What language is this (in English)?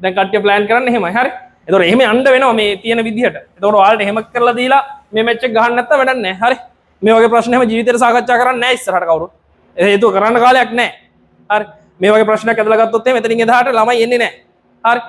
Sinhala